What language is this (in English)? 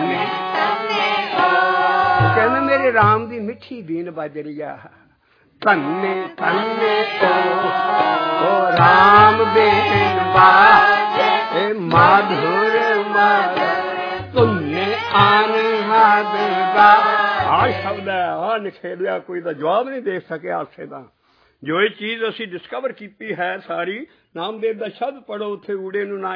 Punjabi